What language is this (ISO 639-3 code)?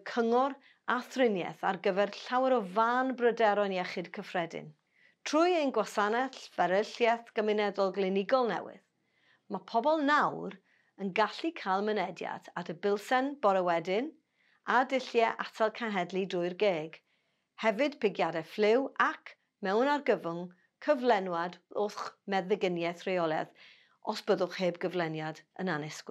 cym